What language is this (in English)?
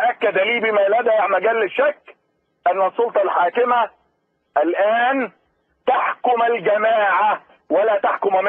Egyptian Arabic